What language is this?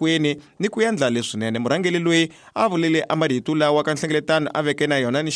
Tsonga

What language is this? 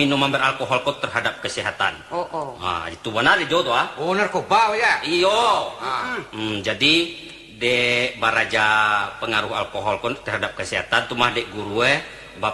Minangkabau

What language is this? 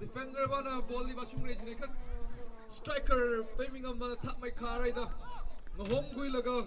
Tangkhul Naga (India)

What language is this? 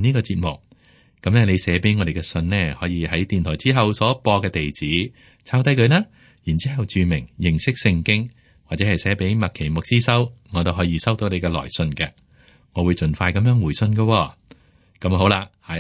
Cantonese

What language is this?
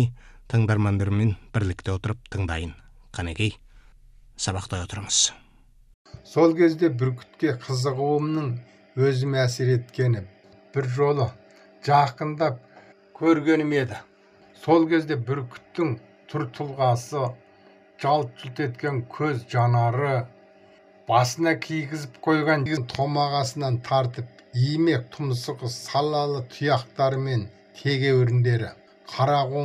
Kazakh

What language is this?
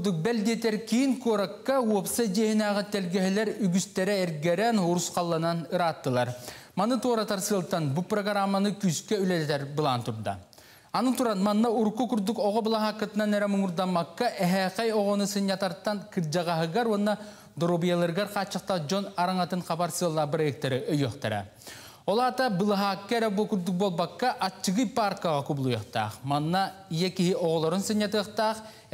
Yakut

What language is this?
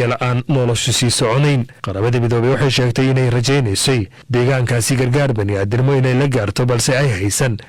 Somali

